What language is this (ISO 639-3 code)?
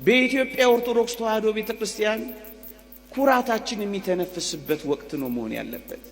amh